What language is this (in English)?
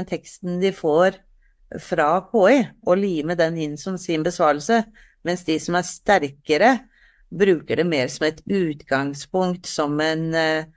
Norwegian